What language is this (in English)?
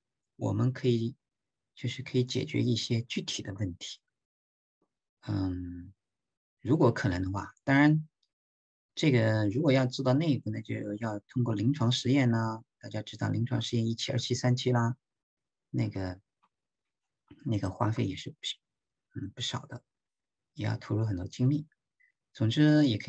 Chinese